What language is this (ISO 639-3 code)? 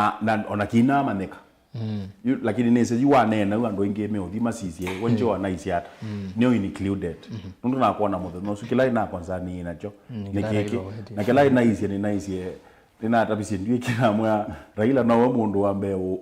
kam